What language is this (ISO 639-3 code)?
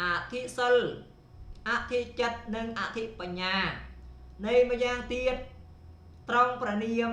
khm